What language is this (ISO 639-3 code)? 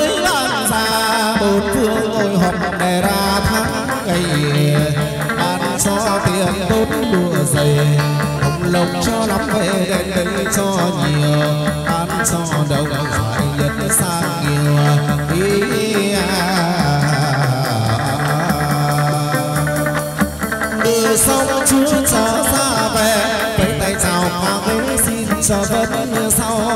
vie